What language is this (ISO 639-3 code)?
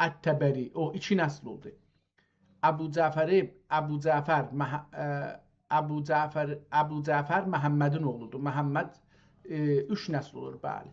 azb